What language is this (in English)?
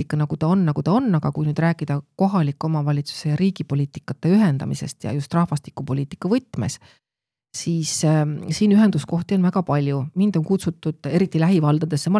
Estonian